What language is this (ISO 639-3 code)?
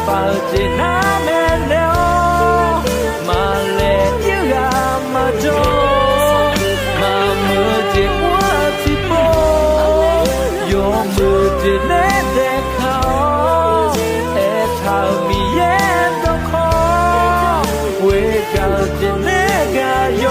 ahk